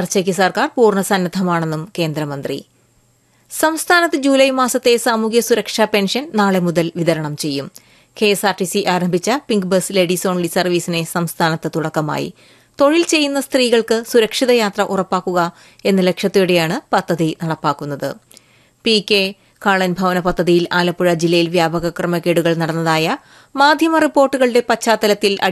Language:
Malayalam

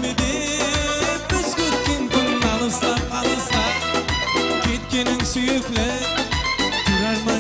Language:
Kara-Kalpak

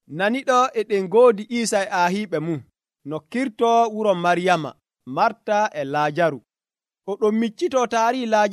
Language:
Nigerian Fulfulde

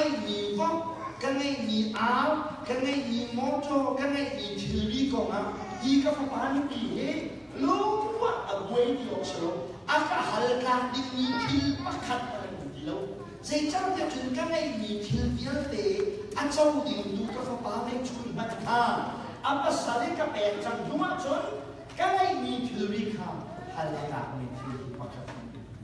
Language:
Hakha Chin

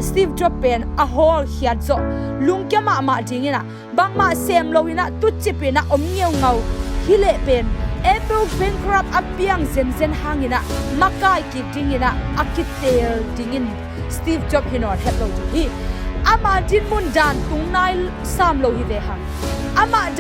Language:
Tedim Chin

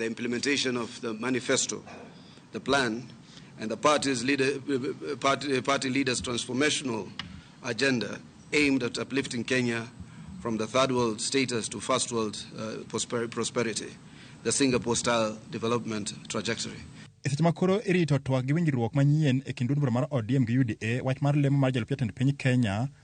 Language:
Luo (Kenya and Tanzania)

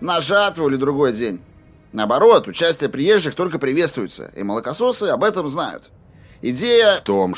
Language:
Russian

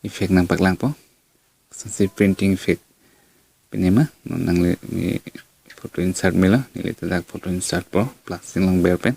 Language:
Karbi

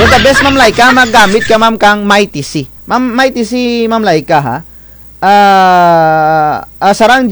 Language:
Kinaray-a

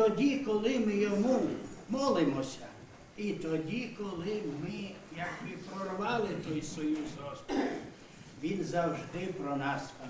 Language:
Rusyn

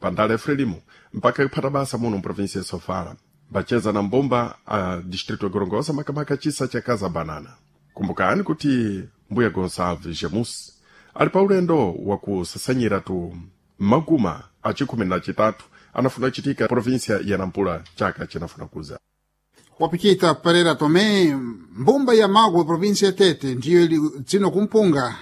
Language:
Sena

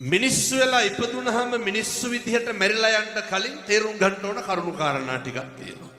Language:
Sinhala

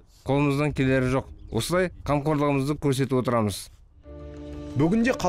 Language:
Kazakh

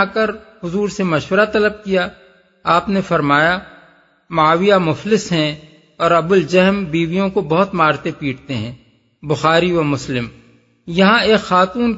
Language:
Urdu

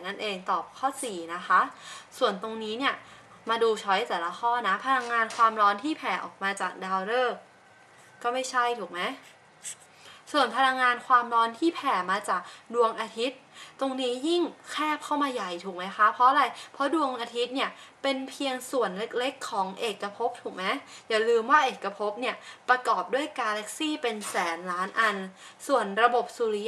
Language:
Thai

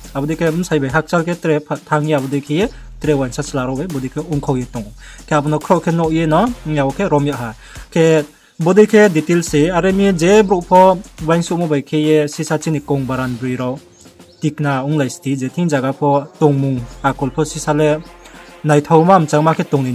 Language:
Riang (India)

